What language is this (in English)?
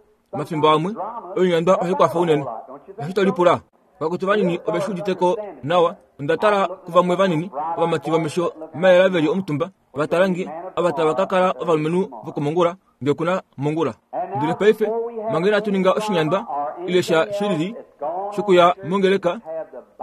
Kuanyama